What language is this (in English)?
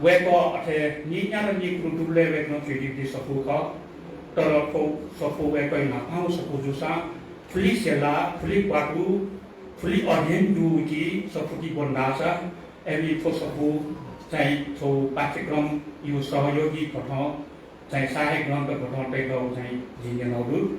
Newari